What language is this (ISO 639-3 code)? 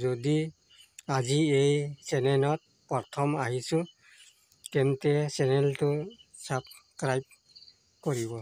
asm